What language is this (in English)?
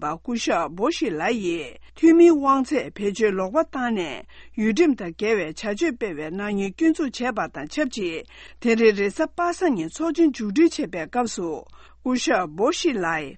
Tibetan